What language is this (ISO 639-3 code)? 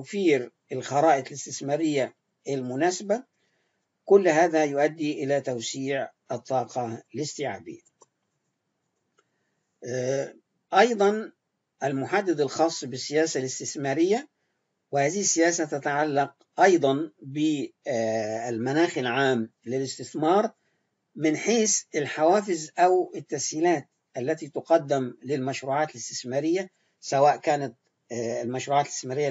ara